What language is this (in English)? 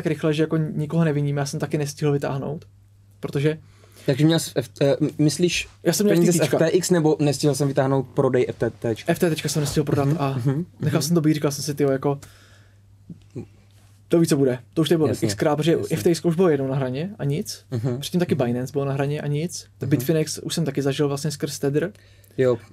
Czech